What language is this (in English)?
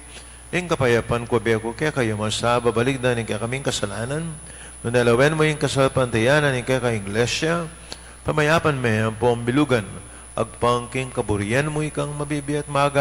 Pampanga